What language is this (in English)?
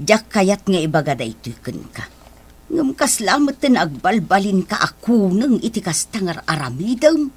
Iloko